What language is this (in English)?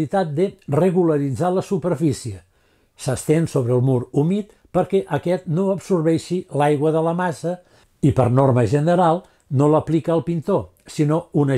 Catalan